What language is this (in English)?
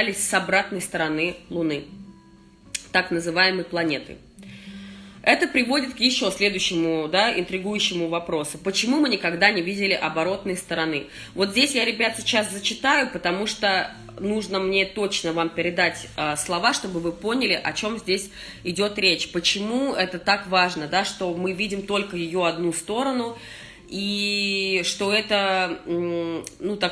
Russian